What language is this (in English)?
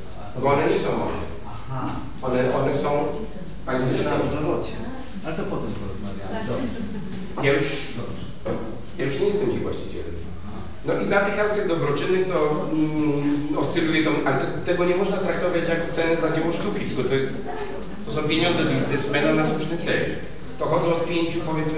Polish